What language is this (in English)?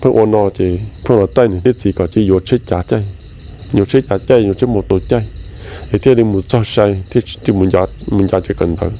Hmong